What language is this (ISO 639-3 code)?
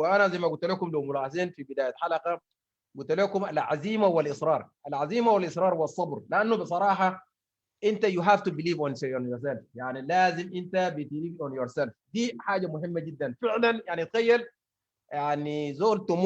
apd